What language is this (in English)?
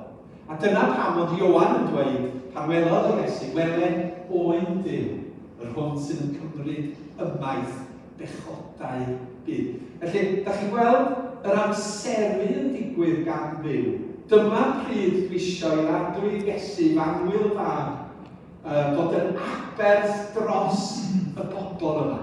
Welsh